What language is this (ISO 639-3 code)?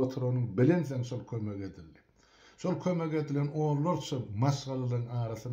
tuk